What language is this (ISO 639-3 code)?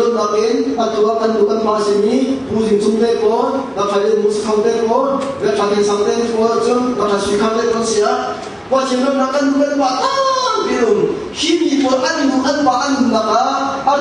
cnh